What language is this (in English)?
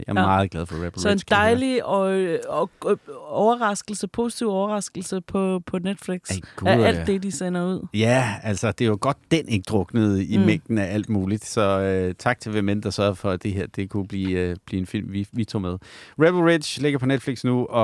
Danish